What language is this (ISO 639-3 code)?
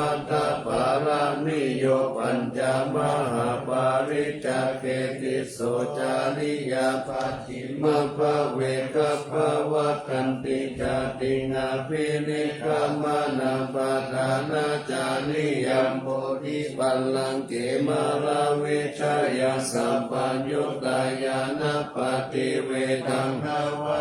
pli